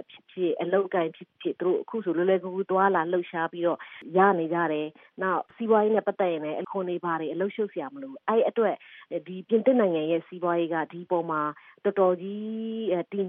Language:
Burmese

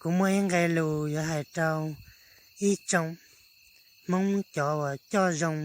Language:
Hmong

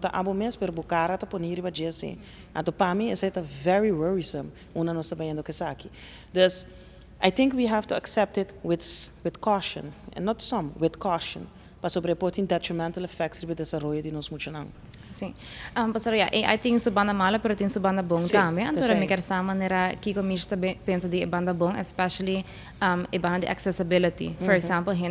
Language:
Papiamento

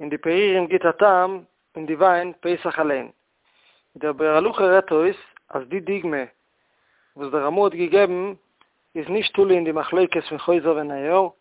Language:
Yiddish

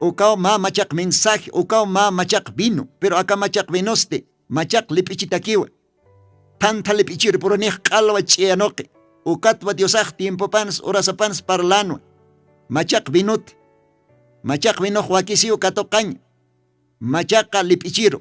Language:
Aymara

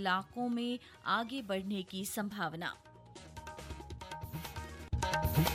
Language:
Hindi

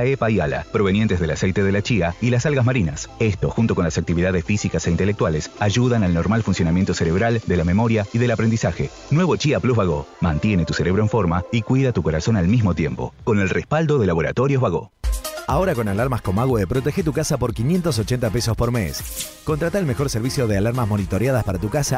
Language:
Spanish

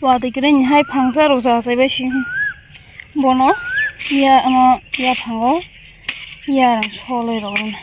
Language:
Kok Borok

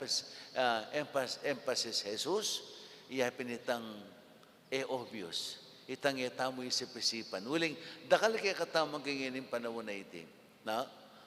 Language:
Pampanga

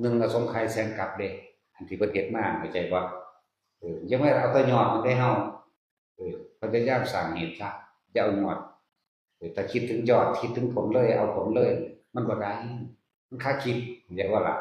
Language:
Northeastern Thai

